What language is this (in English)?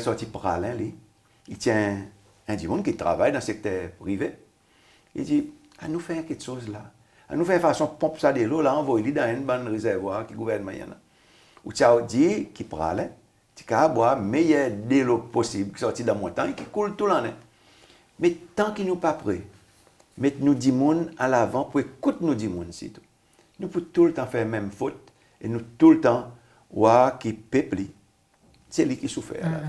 Seselwa Creole French